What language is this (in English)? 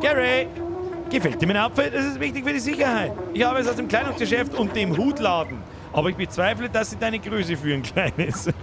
Bavarian